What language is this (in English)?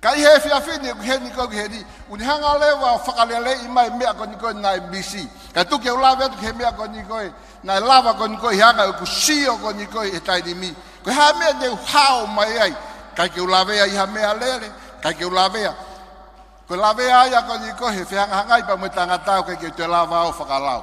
Tongan